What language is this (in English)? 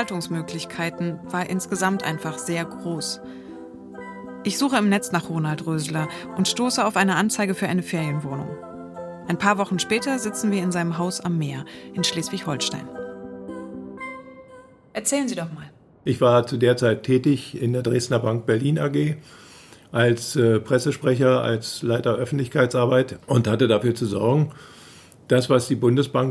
German